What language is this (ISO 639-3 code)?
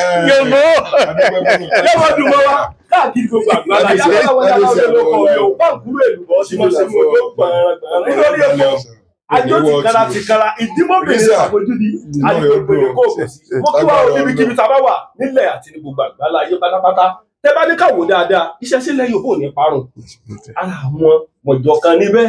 yor